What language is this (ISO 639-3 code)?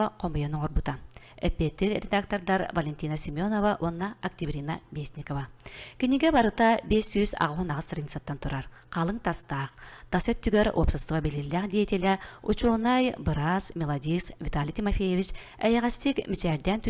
sah